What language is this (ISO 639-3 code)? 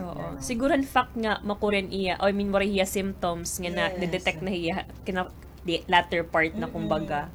war